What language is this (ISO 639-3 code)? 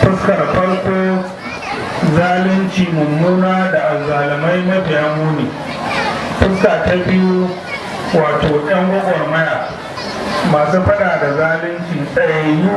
hau